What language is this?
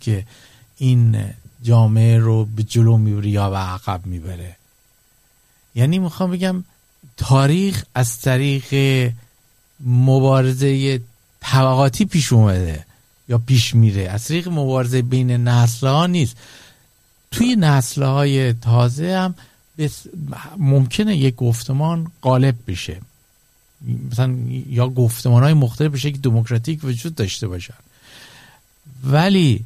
Persian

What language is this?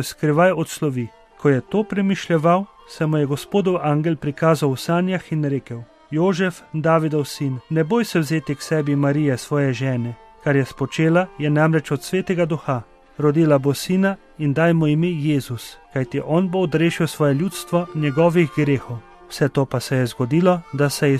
Slovenian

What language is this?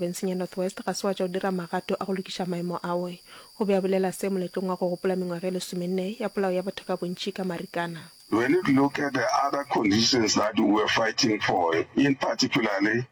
Northern Sotho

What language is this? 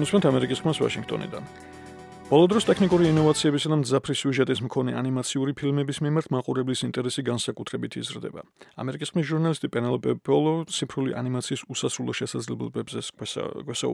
Georgian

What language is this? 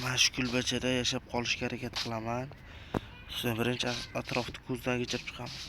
Uzbek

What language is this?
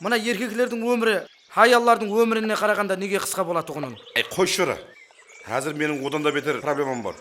Kara-Kalpak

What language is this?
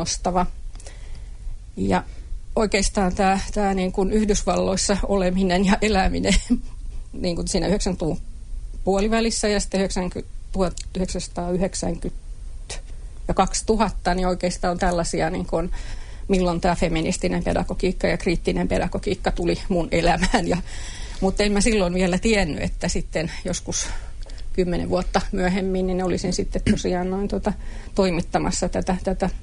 Finnish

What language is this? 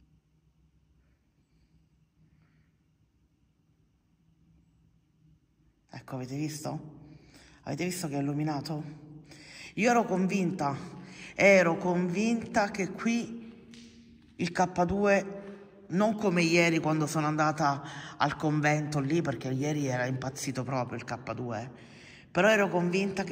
Italian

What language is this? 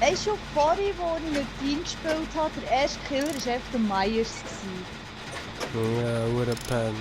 Swiss German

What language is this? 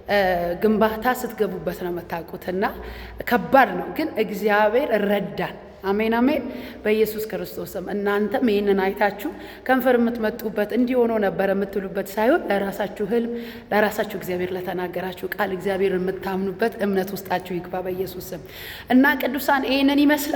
Amharic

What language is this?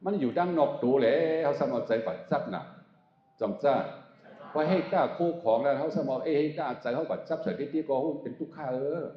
Shan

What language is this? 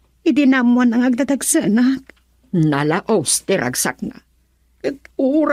Iloko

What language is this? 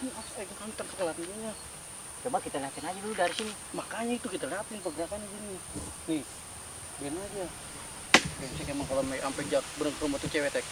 Betawi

